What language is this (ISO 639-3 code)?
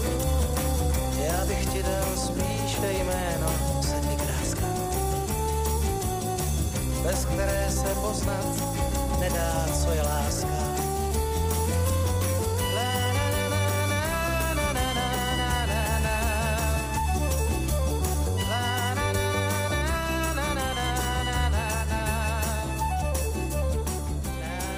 ces